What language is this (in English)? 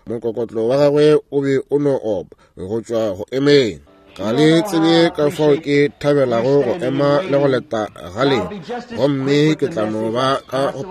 Northern Sotho